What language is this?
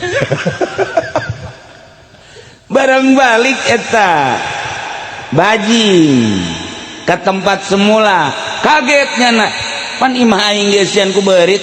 Sundanese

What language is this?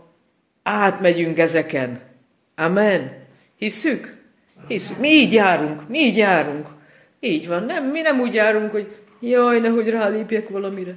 Hungarian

